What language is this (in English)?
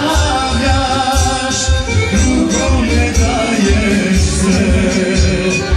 Serbian